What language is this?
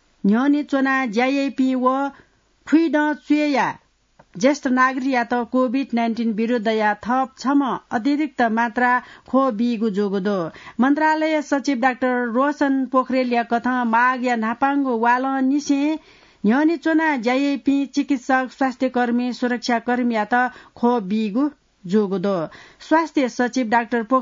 Newari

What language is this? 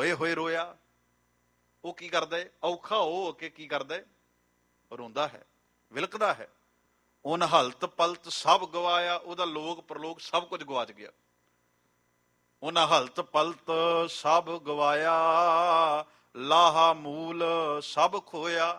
Punjabi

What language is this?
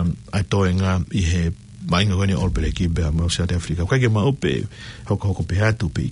Tongan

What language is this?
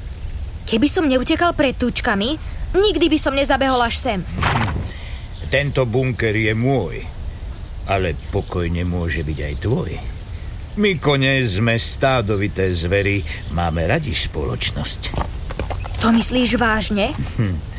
Slovak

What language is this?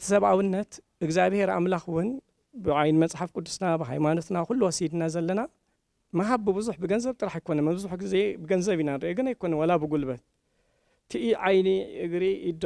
Tigrinya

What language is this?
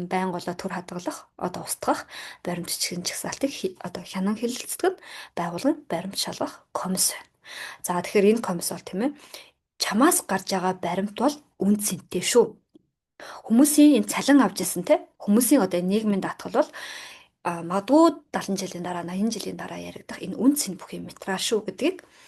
Mongolian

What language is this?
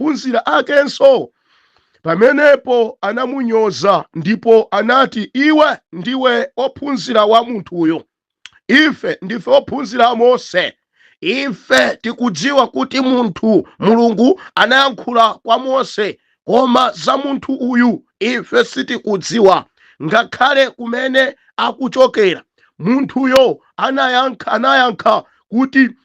Nyanja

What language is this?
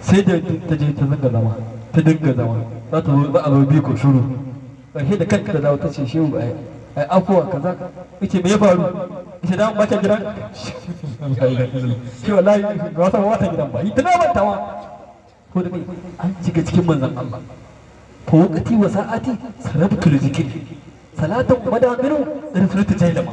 Hausa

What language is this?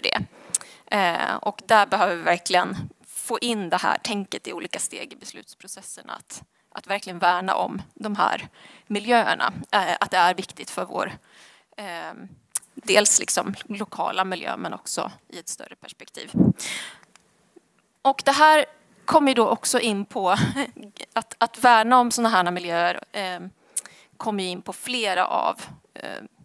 Swedish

